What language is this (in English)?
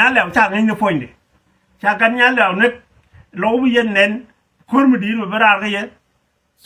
Nuer